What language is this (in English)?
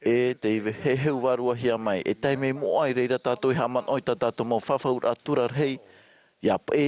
Tahitian